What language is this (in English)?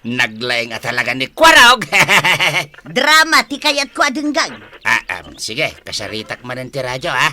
Iloko